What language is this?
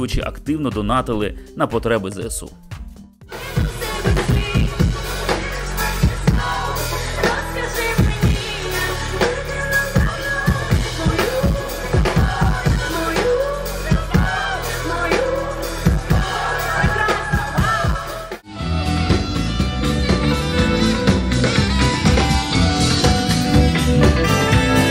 Ukrainian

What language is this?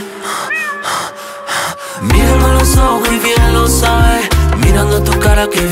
Spanish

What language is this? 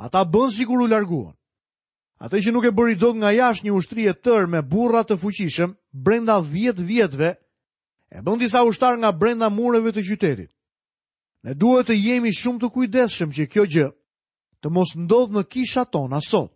Albanian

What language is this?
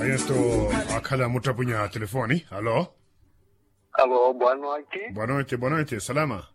Makhuwa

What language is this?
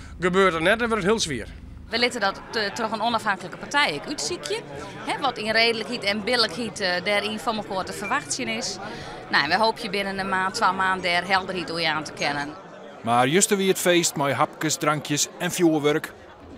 Western Frisian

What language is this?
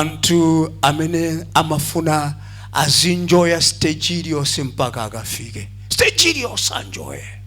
Nyanja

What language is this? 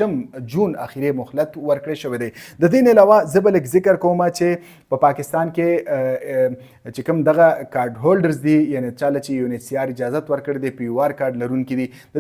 Pashto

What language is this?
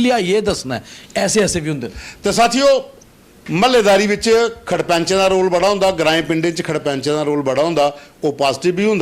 Dogri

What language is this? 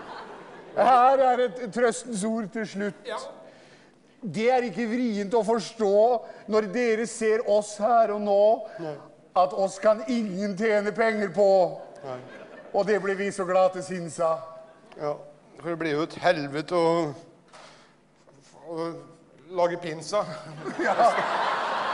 Norwegian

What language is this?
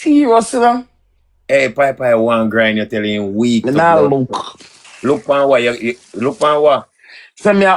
Jamaican Creole English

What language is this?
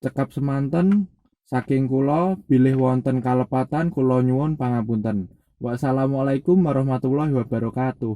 Javanese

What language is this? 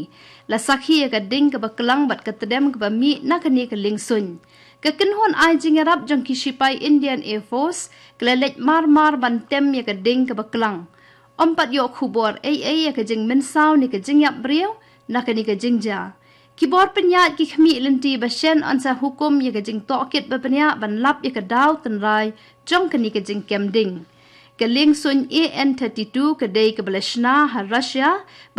Khasi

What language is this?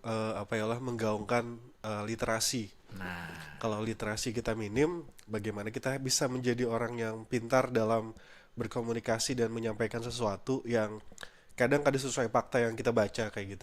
Banjar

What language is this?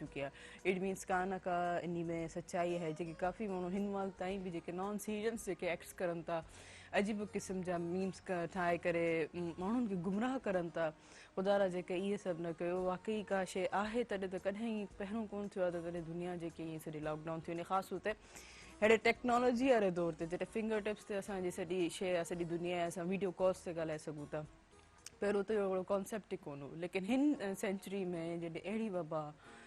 Sindhi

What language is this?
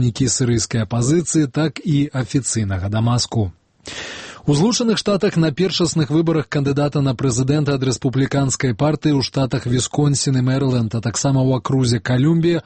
Belarusian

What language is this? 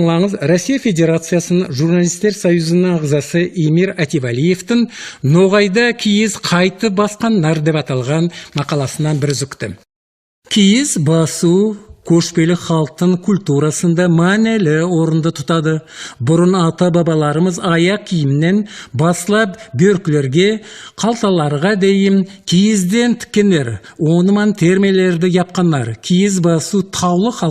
Nogai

